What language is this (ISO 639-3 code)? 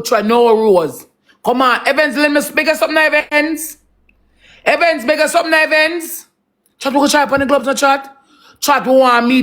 jam